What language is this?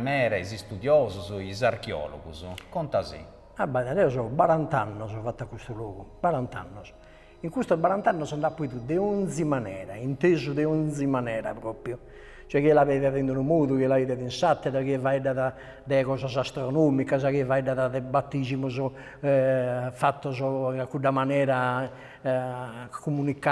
Sardinian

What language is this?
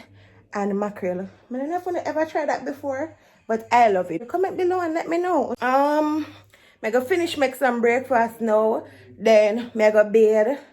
Jamaican Creole English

